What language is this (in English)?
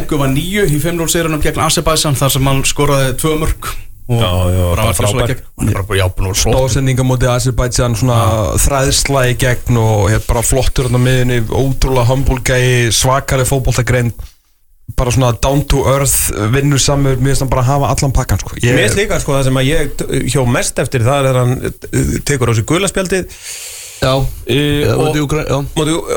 Icelandic